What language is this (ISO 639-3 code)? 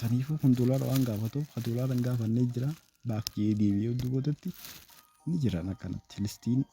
orm